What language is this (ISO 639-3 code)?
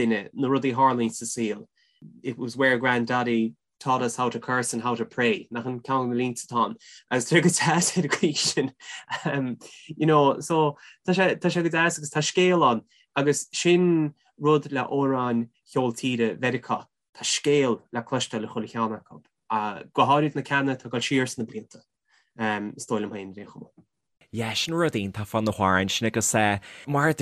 gle